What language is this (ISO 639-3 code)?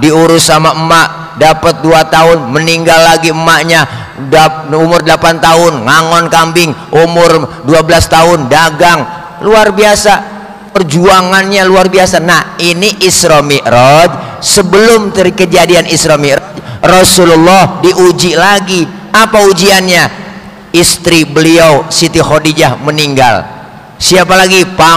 bew